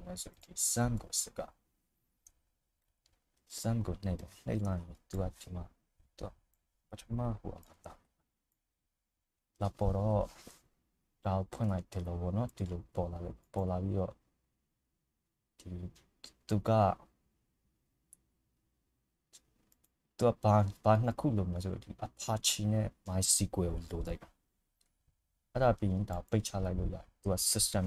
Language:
Burmese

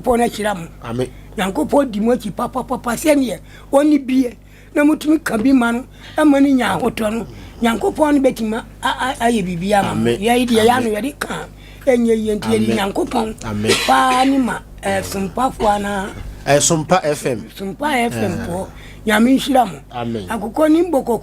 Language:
Akan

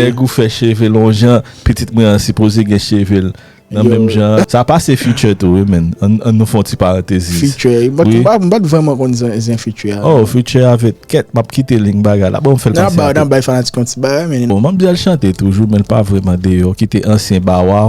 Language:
Haitian Creole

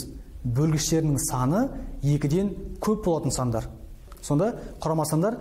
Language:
Kazakh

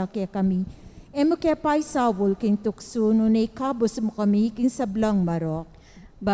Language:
Pampanga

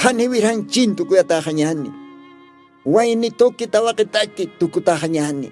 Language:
Aymara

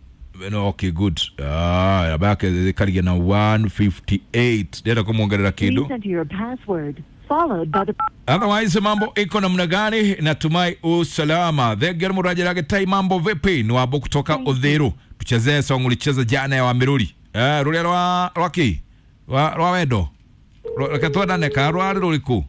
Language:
Kikuyu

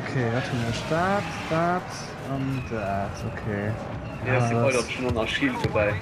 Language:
Luxembourgish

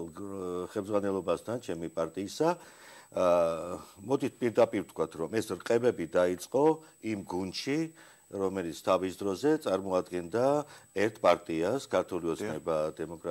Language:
Georgian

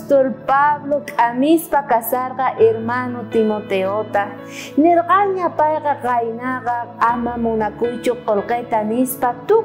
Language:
South Bolivian Quechua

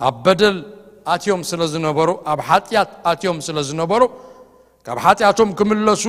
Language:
Tigrinya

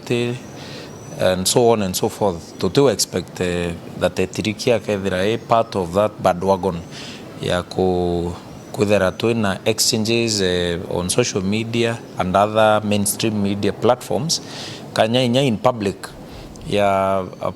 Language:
Meru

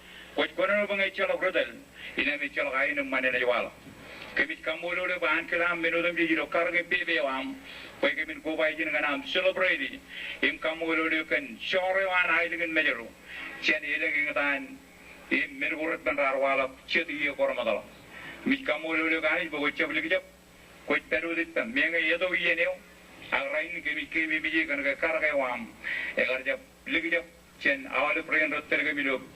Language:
Marshallese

